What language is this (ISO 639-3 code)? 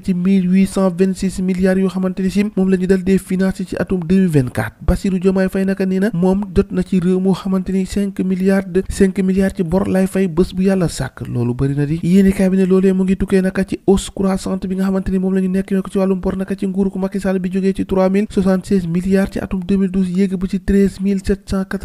wol